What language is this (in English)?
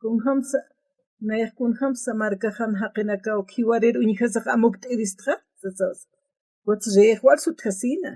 Aymara